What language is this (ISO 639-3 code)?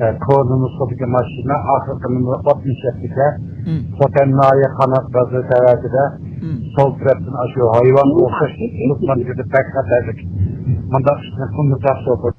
uig